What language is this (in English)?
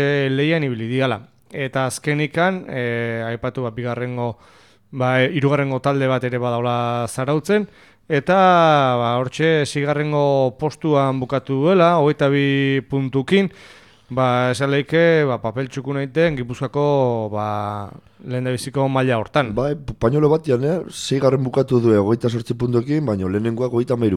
Basque